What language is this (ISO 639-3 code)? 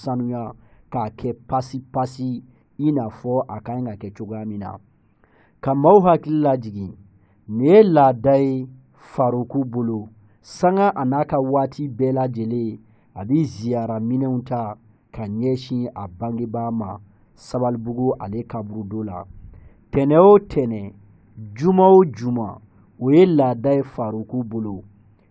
bam